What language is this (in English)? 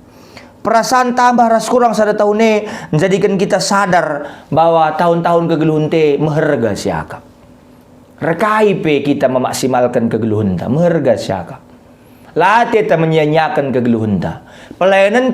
Batak Karo